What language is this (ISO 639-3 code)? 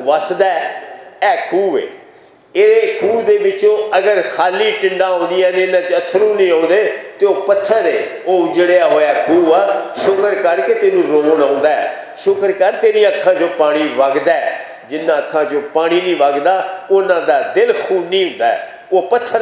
lah